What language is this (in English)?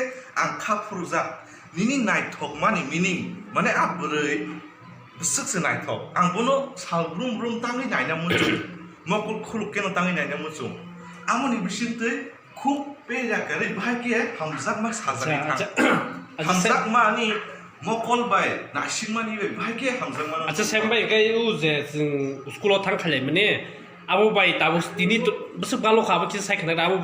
Kok Borok